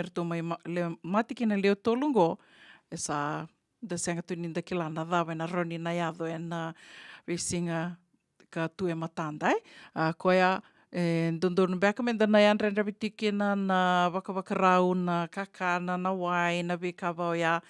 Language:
Fijian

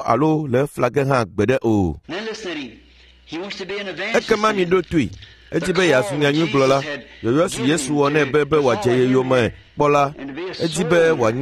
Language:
Ewe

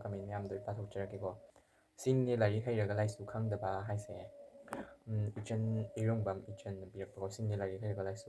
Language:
Manipuri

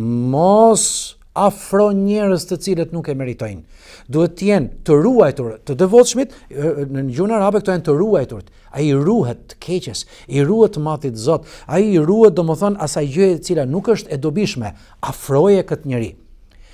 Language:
Albanian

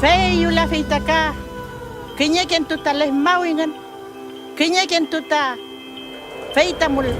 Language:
Mapuche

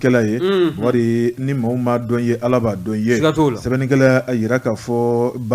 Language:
Bambara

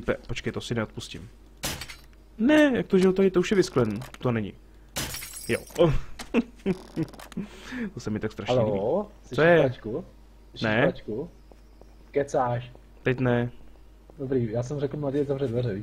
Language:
Czech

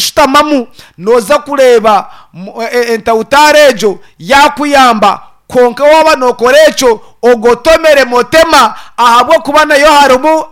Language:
Nyankole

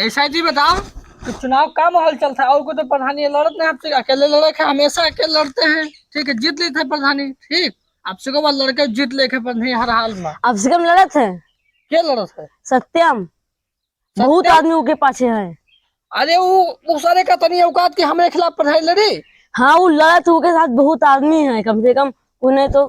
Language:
Awadhi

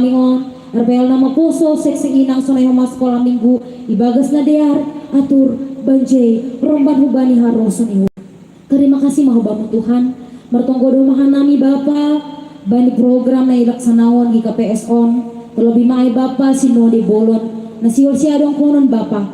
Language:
Batak Simalungun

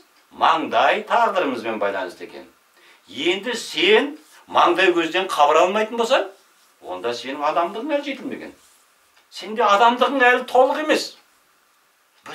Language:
Kazakh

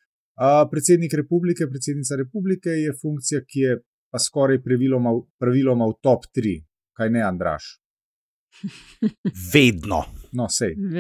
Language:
Slovenian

